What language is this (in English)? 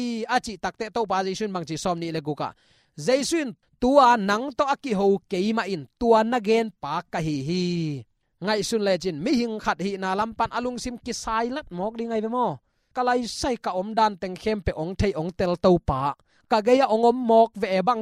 Tedim Chin